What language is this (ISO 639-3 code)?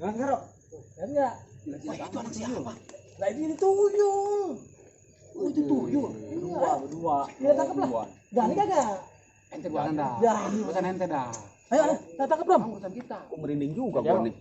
bew